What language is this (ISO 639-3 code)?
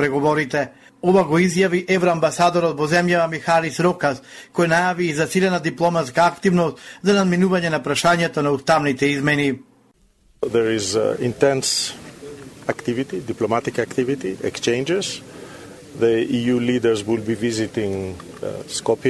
mkd